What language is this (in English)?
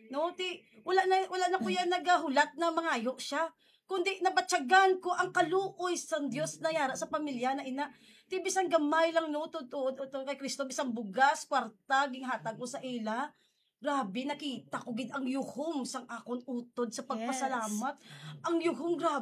Hiligaynon